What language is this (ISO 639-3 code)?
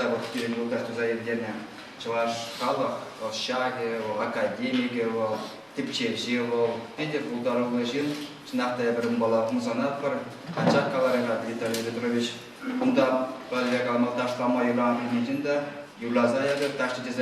chv